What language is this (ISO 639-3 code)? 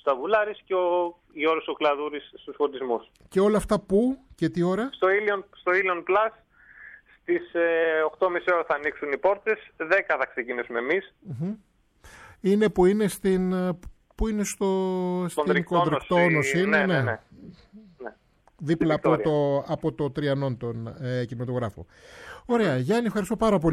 ell